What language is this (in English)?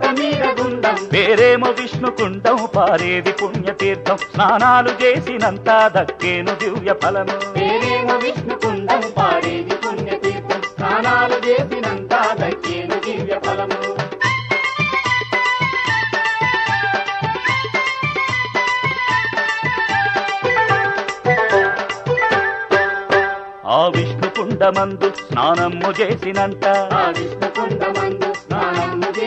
Telugu